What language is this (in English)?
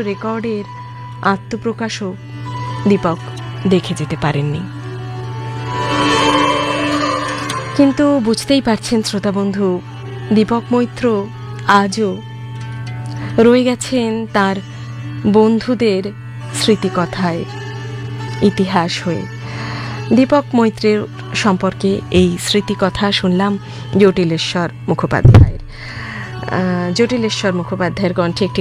Bangla